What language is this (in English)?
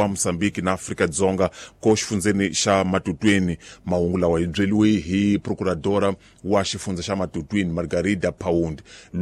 Tsonga